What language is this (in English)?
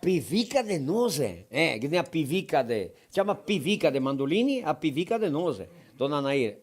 Venetian